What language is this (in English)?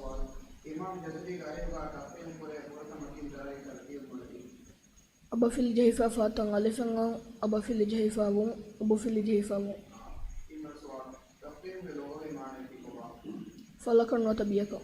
Divehi